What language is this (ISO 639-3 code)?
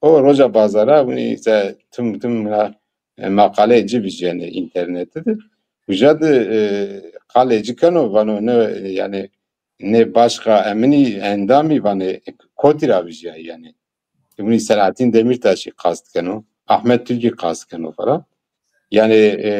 zza